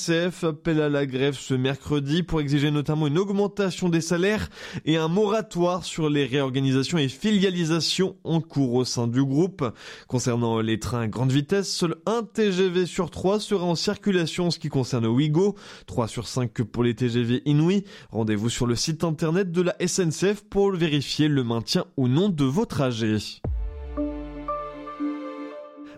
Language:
French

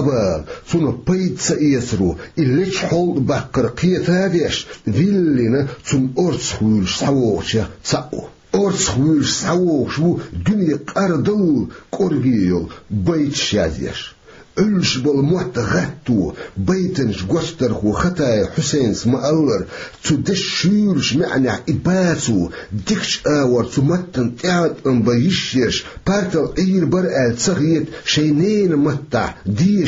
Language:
Chechen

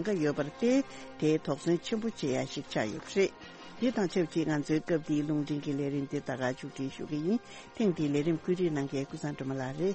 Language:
Tibetan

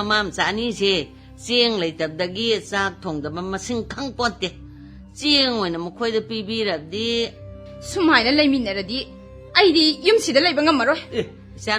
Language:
Manipuri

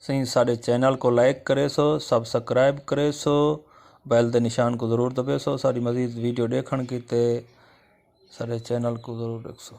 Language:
Saraiki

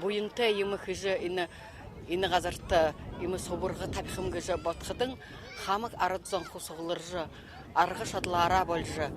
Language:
Buriat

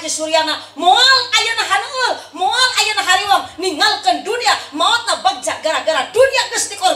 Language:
Sundanese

